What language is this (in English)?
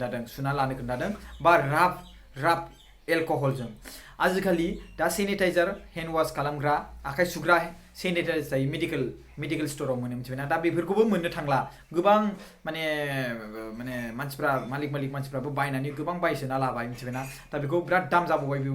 Bodo